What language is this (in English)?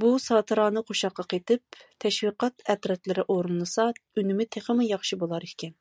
Uyghur